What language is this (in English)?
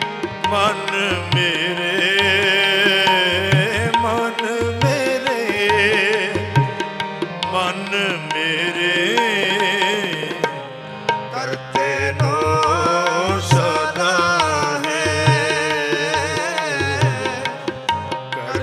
Punjabi